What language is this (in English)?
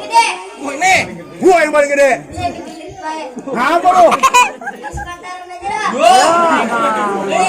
Betawi